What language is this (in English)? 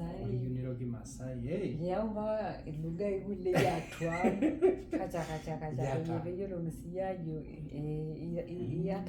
Masai